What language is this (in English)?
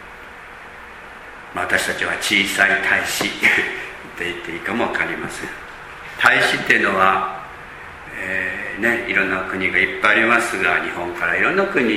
Japanese